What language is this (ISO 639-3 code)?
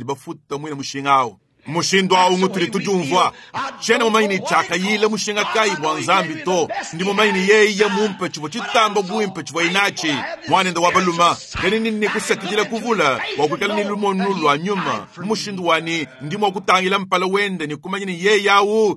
lua